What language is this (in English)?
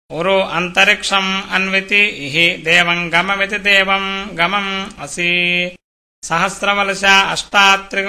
Sanskrit